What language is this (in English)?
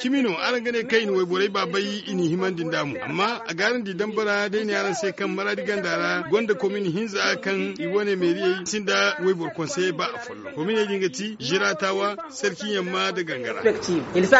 Zarma